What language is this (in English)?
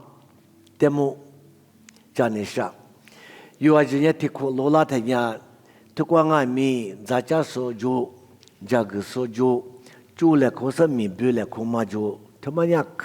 Lisu